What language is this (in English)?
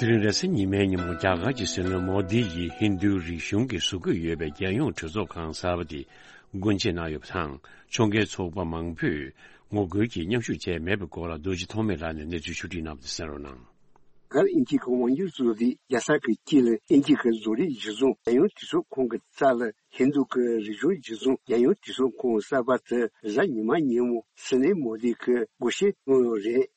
Tibetan